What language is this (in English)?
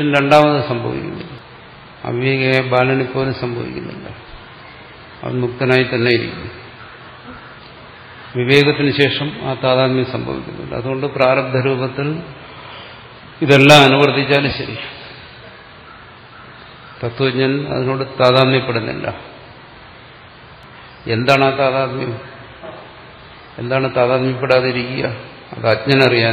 Malayalam